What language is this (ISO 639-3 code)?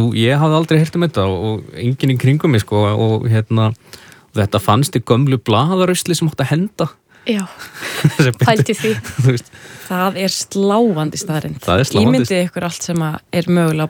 isl